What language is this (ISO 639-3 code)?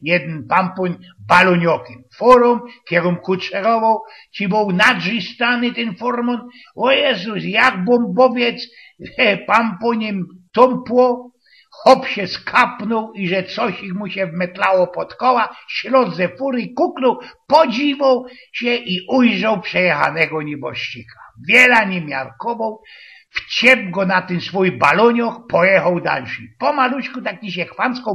szl